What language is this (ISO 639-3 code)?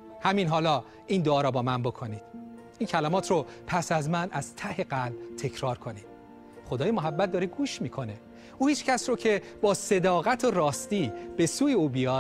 fas